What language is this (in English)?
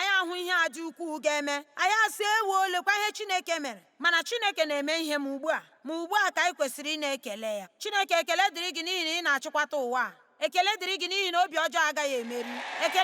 Igbo